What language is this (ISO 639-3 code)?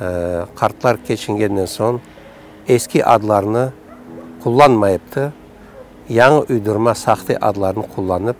crh